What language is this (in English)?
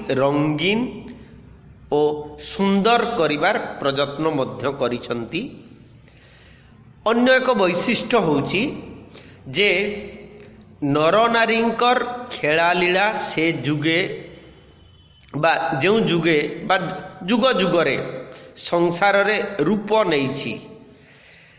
Odia